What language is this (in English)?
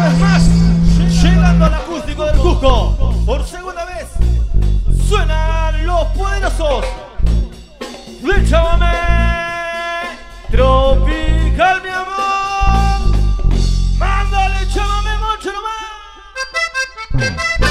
Spanish